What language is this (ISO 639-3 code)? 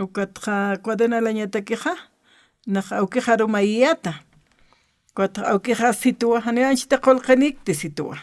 aym